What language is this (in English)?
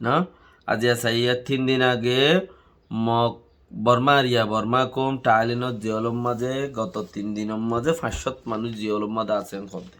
Rohingya